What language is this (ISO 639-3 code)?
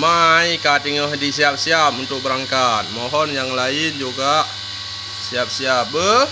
ace